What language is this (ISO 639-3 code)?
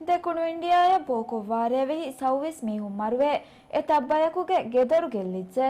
div